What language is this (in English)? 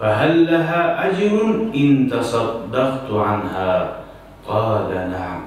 Kumyk